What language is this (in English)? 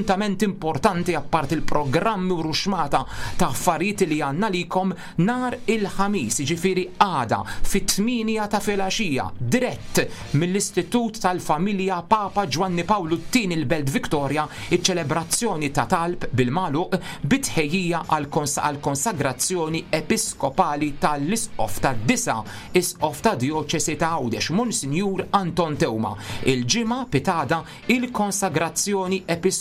Maltese